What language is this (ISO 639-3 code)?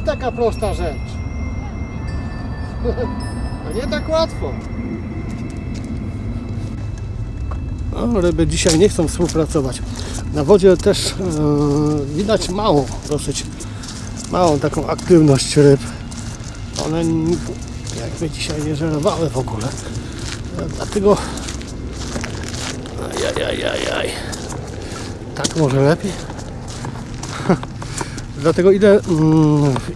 pol